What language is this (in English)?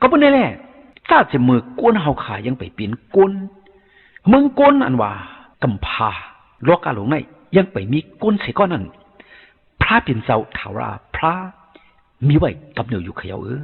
Shan